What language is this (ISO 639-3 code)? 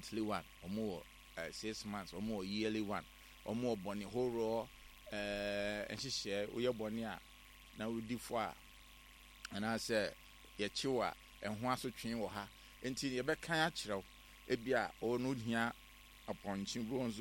aka